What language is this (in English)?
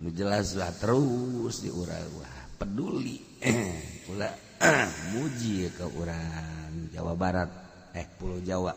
Sundanese